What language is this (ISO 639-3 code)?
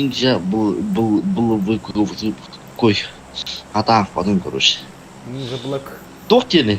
sah